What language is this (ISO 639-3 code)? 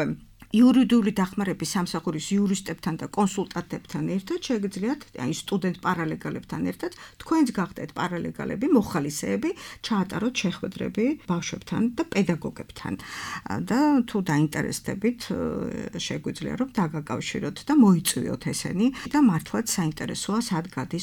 kat